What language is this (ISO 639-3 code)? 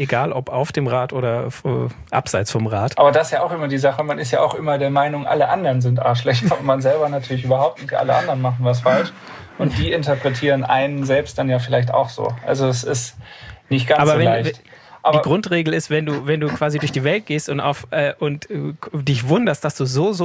deu